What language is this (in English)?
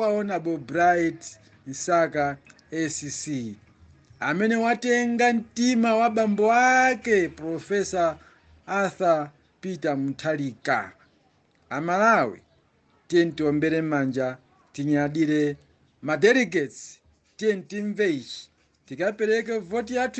Nyanja